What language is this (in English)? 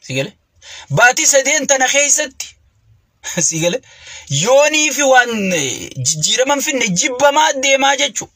Oromo